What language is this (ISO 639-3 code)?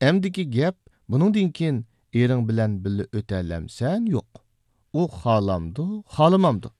uig